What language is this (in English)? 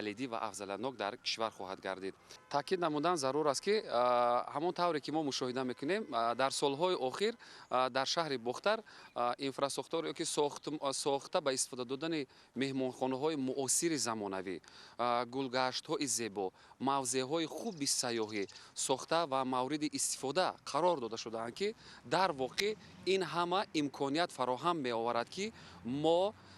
Tajik